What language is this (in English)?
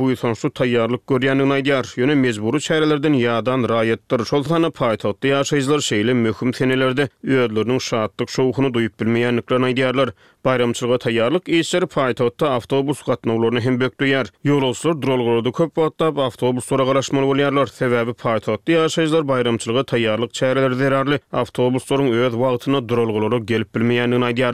Turkmen